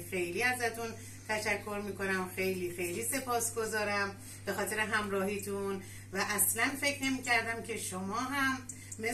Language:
Persian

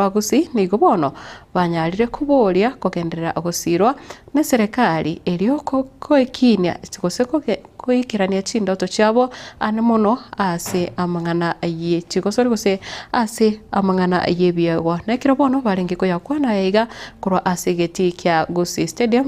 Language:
Gusii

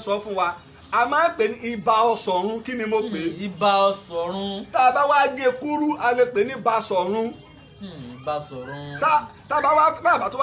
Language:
Yoruba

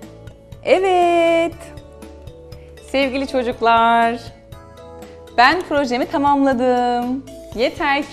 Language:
Turkish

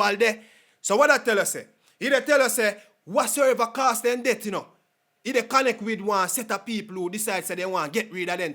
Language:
Jamaican Creole English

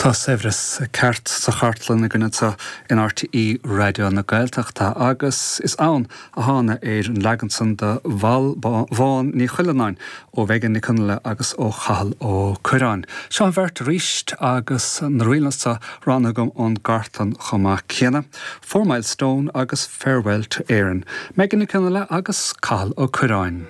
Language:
Irish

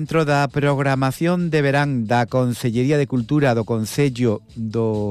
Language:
Galician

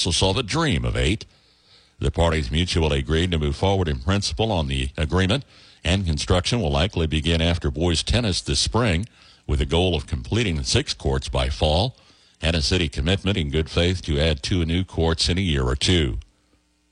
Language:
English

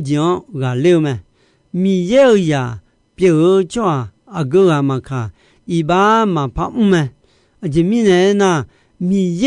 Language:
Akha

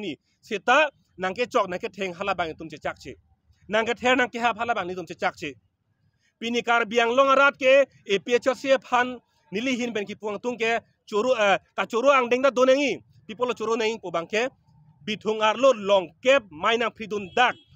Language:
Karbi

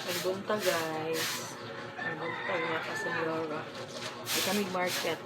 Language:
Cebuano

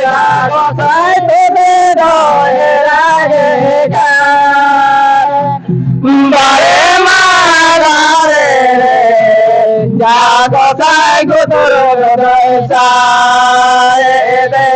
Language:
Santali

